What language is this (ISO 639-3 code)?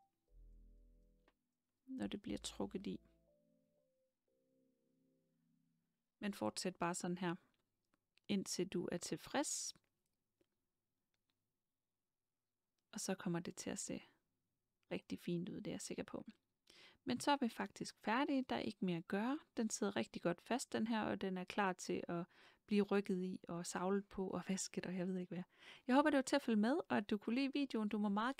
dan